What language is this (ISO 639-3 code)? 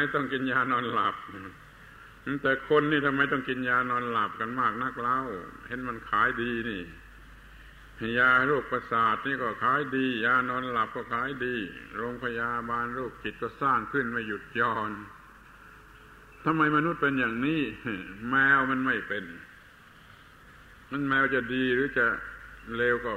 tha